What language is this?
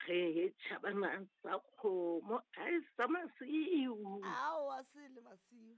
Southern Sotho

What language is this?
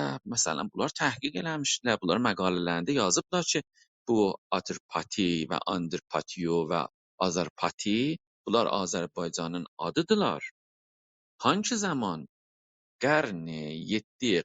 South Azerbaijani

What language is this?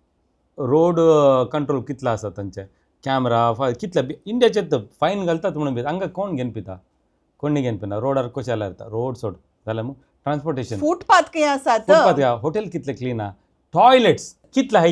Konkani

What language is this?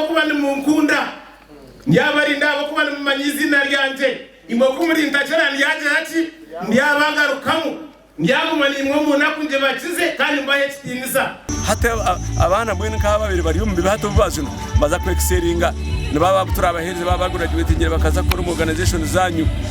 Nyankole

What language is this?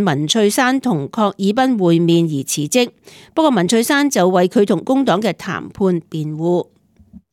Cantonese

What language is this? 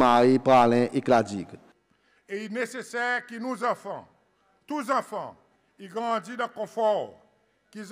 Seselwa Creole French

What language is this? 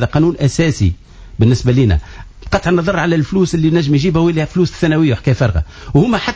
Tunisian Arabic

